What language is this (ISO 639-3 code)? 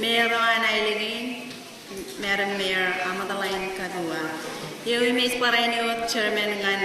mah